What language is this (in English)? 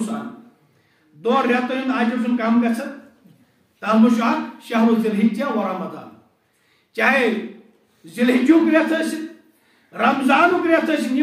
Kashmiri